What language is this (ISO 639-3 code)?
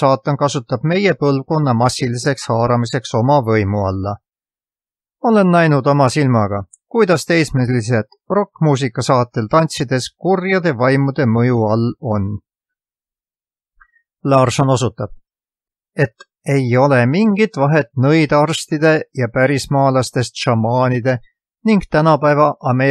est